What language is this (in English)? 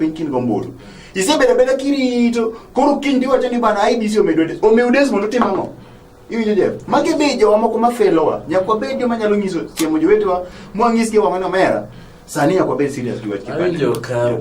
Luo (Kenya and Tanzania)